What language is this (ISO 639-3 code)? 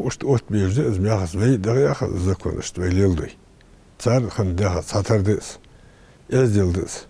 inh